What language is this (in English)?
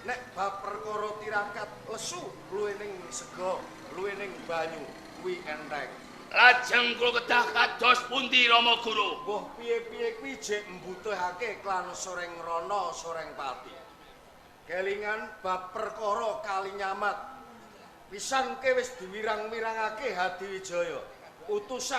Javanese